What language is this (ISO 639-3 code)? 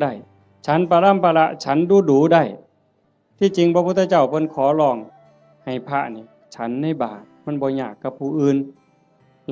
tts